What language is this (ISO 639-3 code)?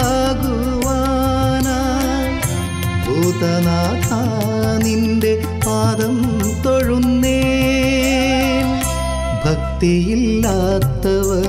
mal